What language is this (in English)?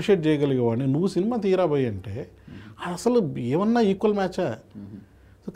Telugu